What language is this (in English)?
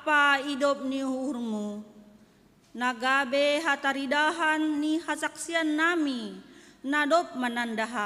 Batak Simalungun